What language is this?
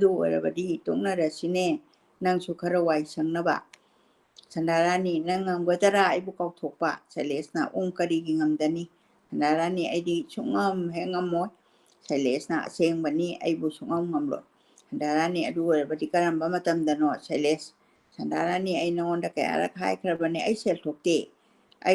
Manipuri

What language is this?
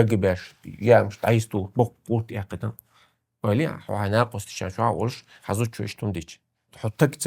Chechen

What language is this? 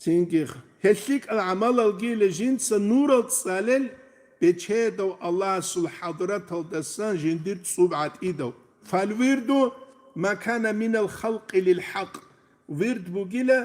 Avaric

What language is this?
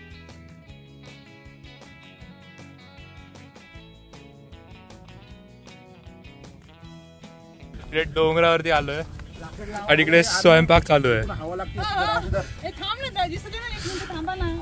Marathi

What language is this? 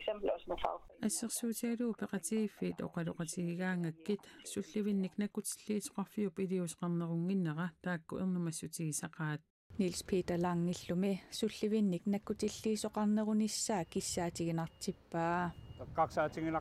Kalaallisut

